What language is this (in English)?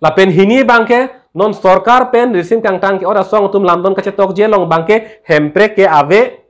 Karbi